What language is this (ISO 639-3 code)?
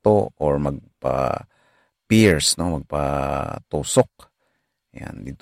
hil